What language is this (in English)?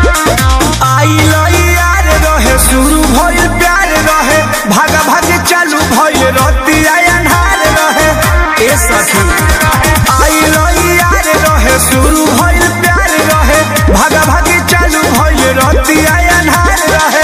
Bhojpuri